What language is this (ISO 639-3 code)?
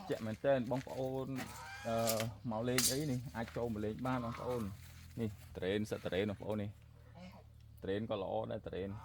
khm